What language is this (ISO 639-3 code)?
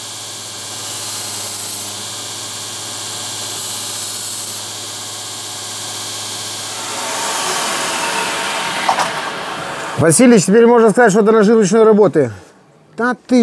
rus